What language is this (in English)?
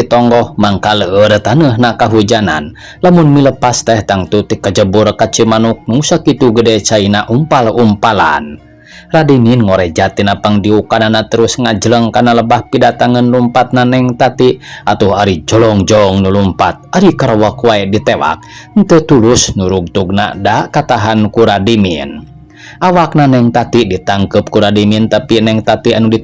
Sundanese